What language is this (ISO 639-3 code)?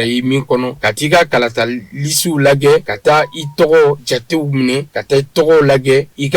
bam